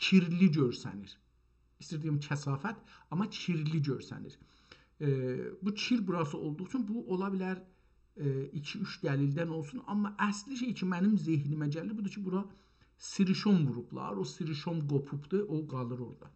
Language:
South Azerbaijani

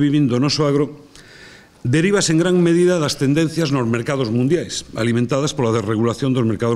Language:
Galician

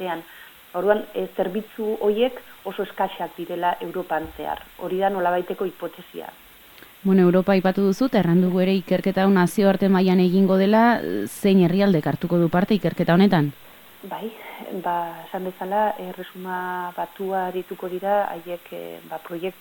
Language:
Basque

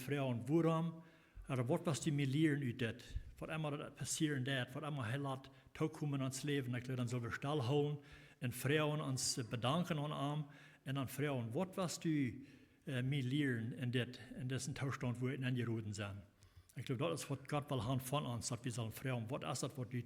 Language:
Plautdietsch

